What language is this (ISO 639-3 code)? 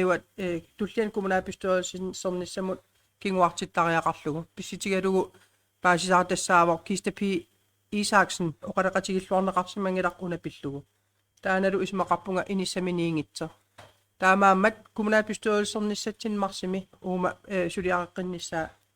kal